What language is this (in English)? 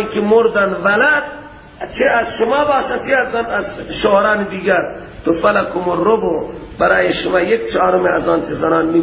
Persian